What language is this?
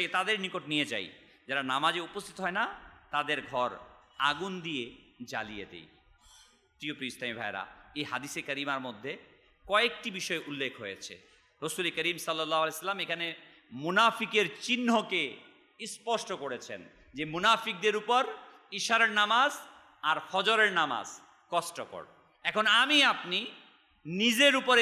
Bangla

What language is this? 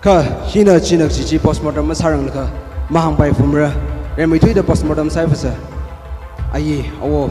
Tangkhul Naga (India)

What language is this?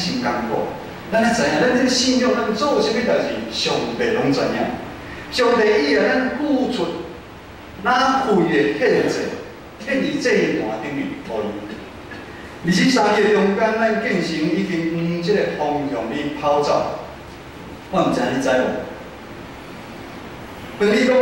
Min Nan Chinese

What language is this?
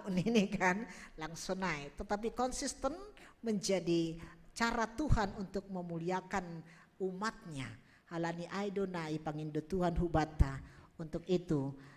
Batak Simalungun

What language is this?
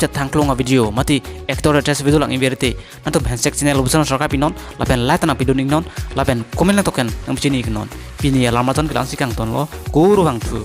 Karbi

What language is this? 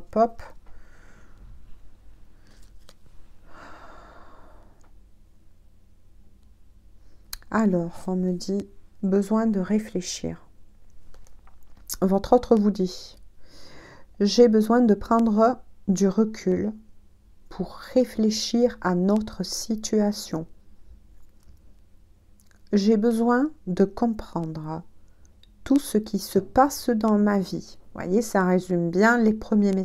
French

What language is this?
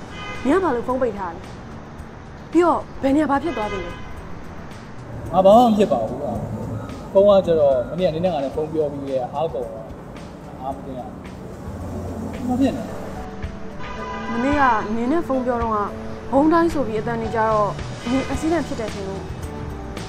Burmese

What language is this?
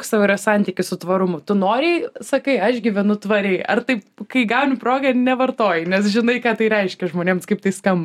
Lithuanian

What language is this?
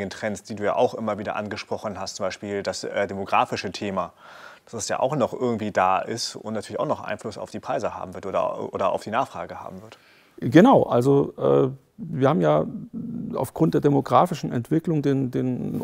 German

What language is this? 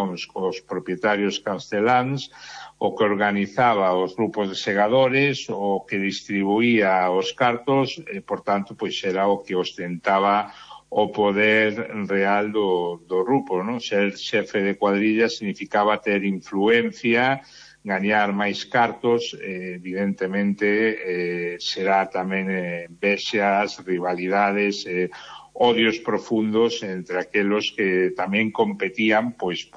Galician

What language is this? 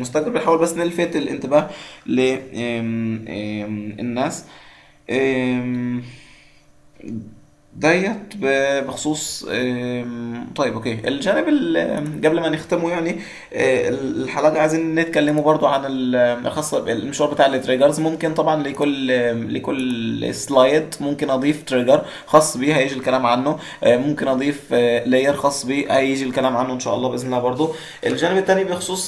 Egyptian Arabic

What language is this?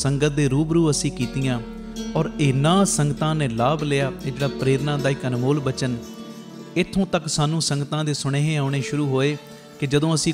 Punjabi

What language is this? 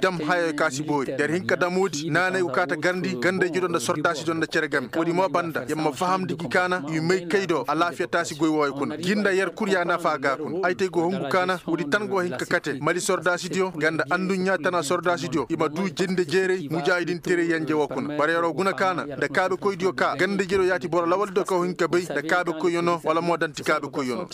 Koyraboro Senni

